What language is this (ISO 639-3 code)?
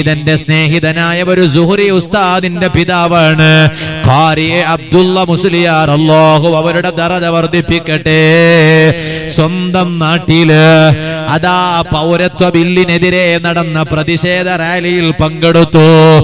mal